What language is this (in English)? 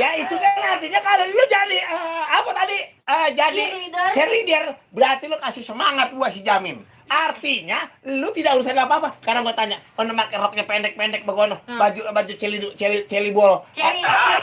Betawi